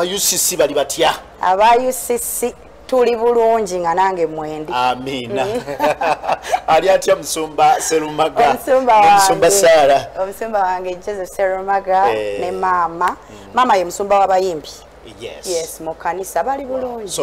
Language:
Ganda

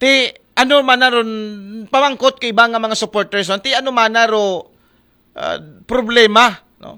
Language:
Aklanon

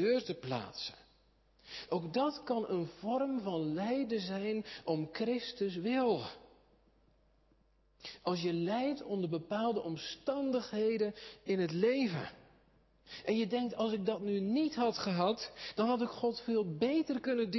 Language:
Dutch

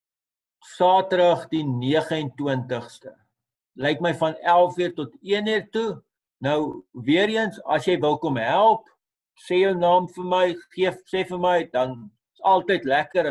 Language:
Afrikaans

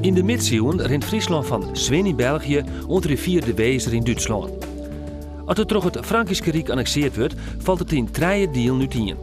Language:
Western Frisian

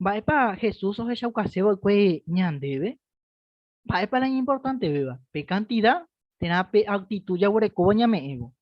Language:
Guarani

